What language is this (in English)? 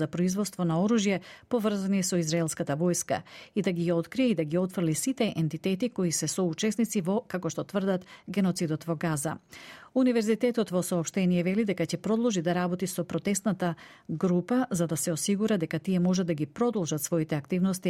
Macedonian